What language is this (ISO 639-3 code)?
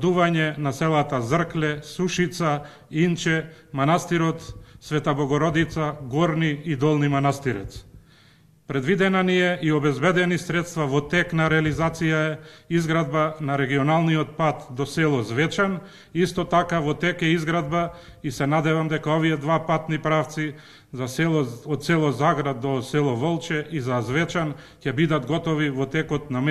mkd